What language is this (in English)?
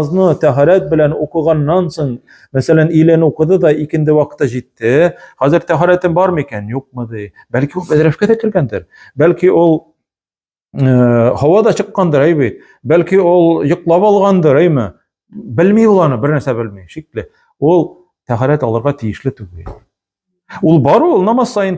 Tatar